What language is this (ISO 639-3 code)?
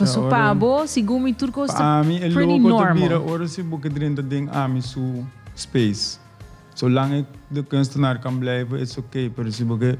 pap